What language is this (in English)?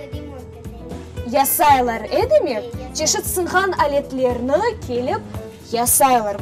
Crimean Tatar